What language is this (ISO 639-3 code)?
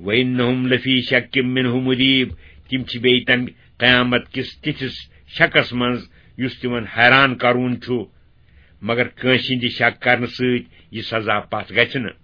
kas